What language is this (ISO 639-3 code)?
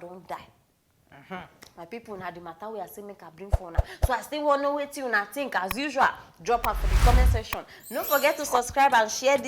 pcm